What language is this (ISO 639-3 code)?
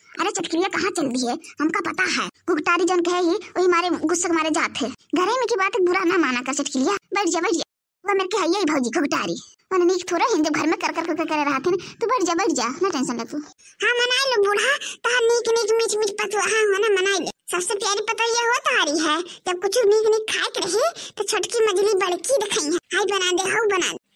awa